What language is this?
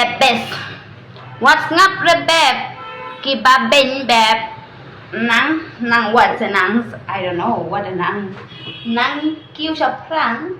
Khasi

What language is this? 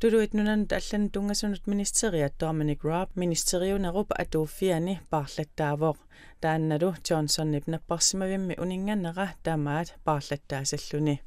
Kalaallisut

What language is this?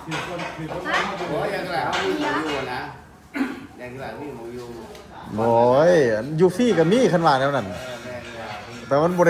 Lao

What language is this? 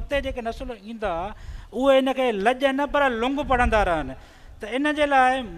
Sindhi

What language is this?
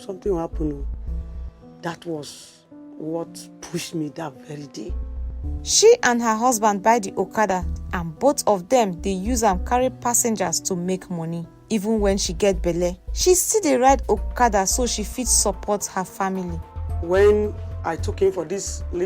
Nigerian Pidgin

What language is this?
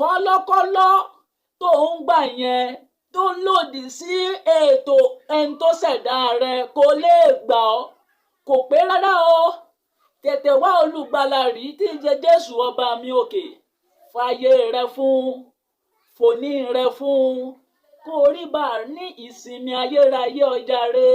Yoruba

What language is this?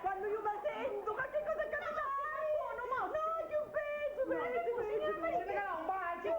Sicilian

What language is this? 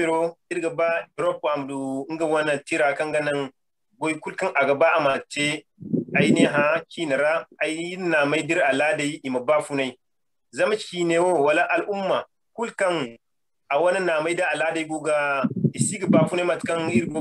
Zarma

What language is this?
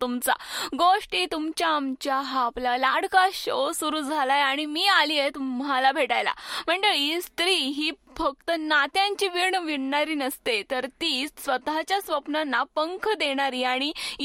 Marathi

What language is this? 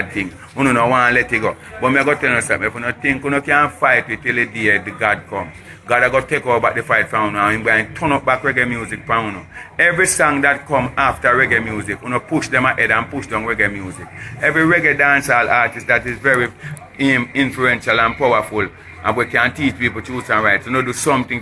Jamaican Creole English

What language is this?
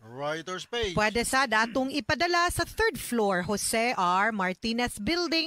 Cebuano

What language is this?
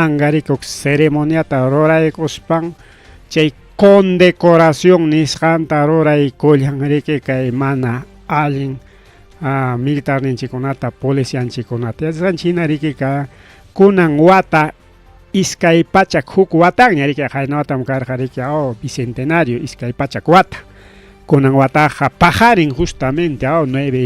Ayacucho Quechua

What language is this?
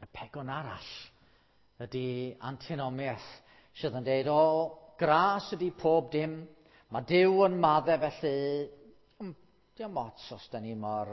Welsh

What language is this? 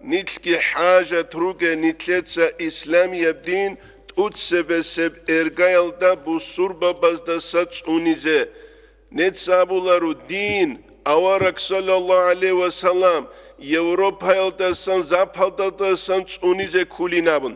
Avaric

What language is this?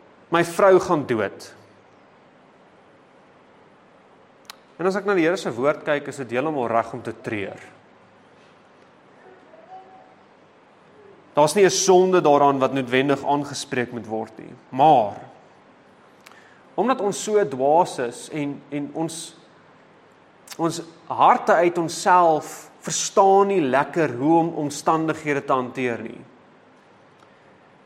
Afrikaans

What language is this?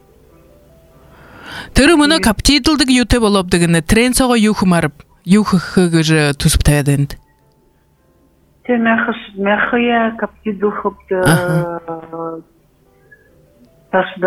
Buriat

